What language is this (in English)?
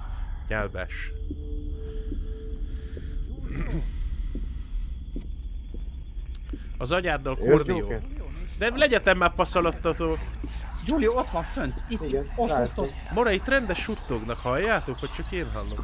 Hungarian